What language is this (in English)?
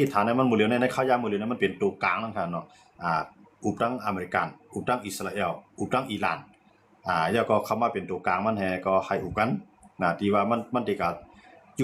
Shan